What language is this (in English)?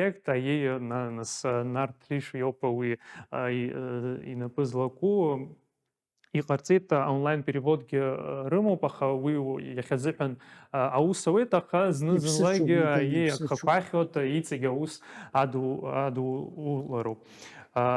Abkhazian